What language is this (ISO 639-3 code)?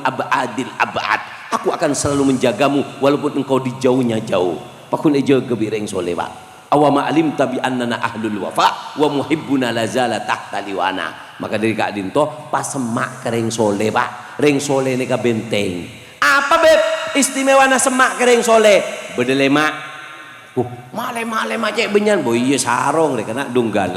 mad